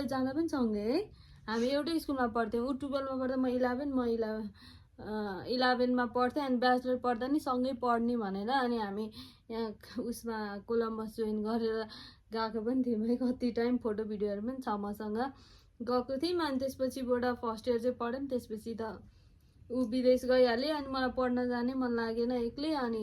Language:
Nepali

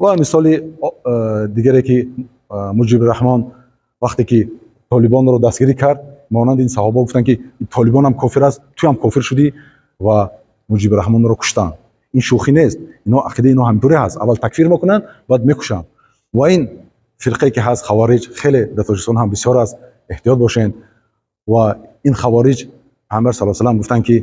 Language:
Tajik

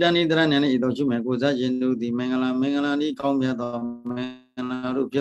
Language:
Burmese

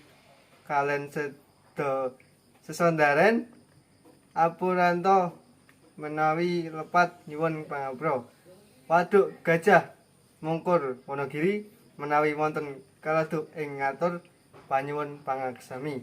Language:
Javanese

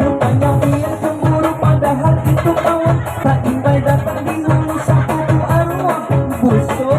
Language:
Banjar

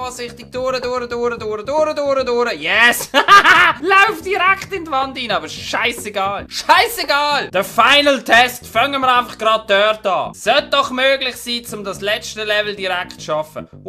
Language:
Swiss German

